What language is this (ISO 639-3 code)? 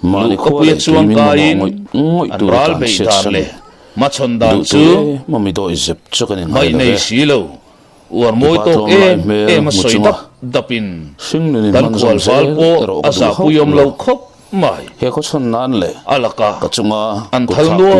lus